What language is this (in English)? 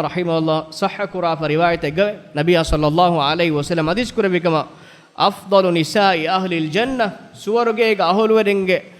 Divehi